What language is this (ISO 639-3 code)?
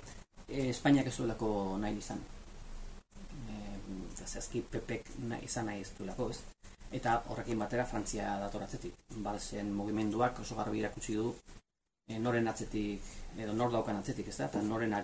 eus